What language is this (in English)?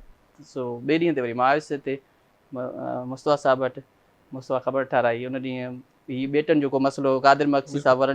Sindhi